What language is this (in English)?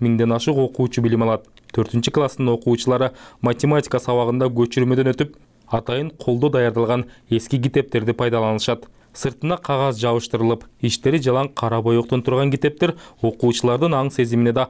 Kyrgyz